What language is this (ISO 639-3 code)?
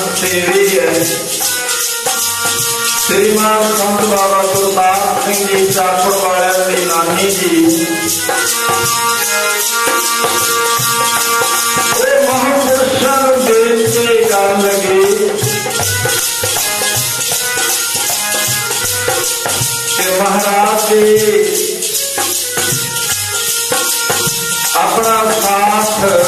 pan